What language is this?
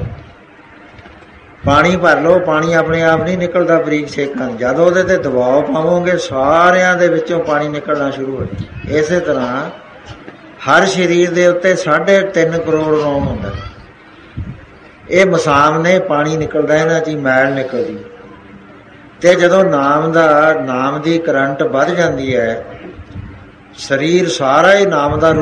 Punjabi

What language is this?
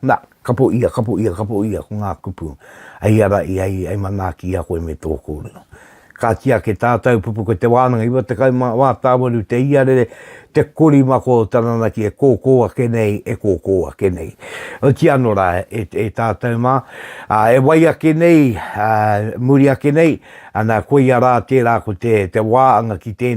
Māori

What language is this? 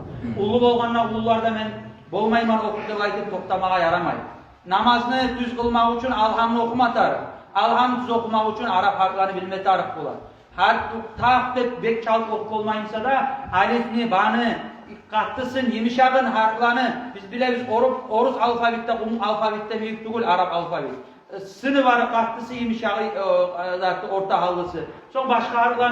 Kumyk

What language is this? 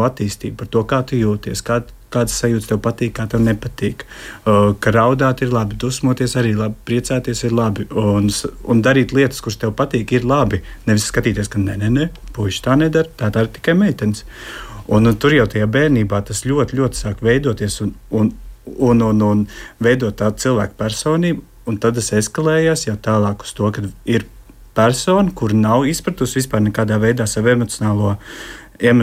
Latvian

